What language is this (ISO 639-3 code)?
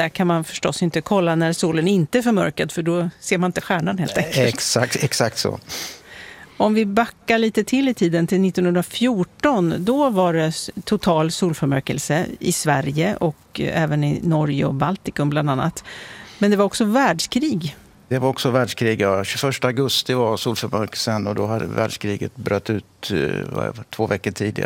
swe